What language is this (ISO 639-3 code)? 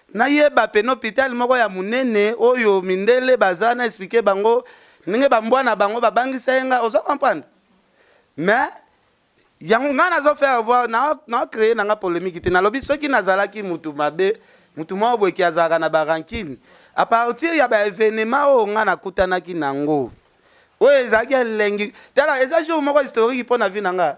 lin